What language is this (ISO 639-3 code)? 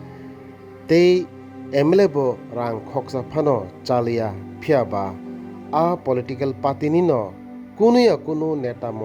trp